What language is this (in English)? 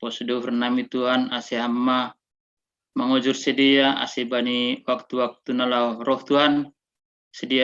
Batak Simalungun